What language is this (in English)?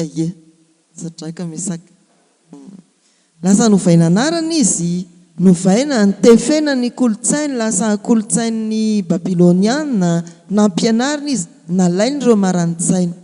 Malagasy